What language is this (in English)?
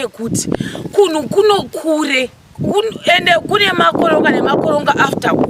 Shona